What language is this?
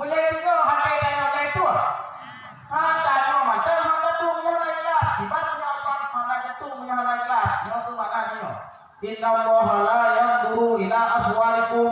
Achinese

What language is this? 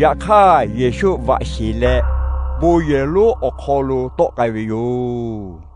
Lahu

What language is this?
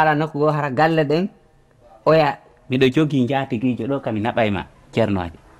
Fula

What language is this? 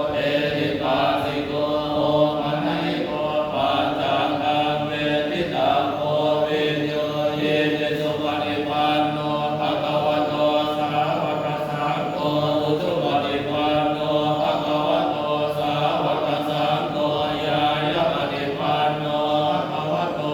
Pali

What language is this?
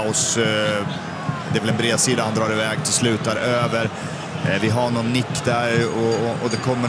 Swedish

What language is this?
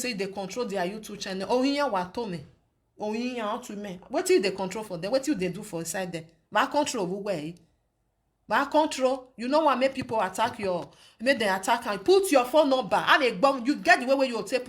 Nigerian Pidgin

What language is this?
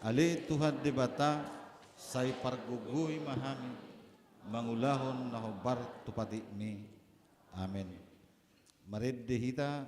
Batak Toba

